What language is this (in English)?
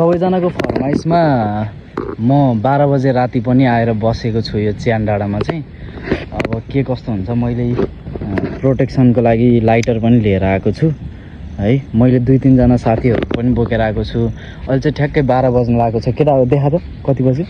Nepali